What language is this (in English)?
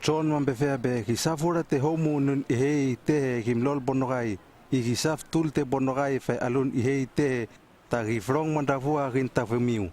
Hano